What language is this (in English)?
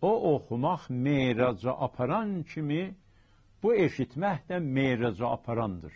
South Azerbaijani